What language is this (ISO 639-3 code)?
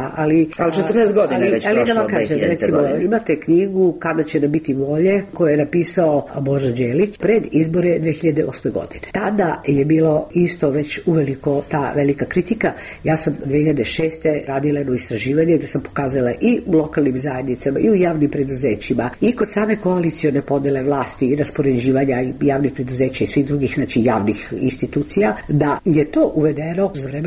srp